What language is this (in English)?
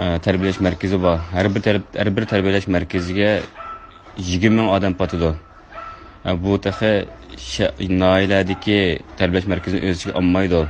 Uyghur